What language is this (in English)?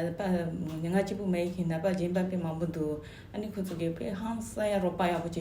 Tibetan